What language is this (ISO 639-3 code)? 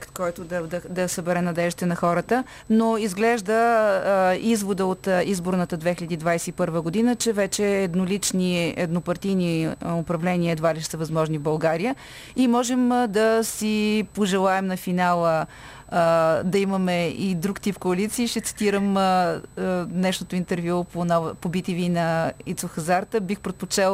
bul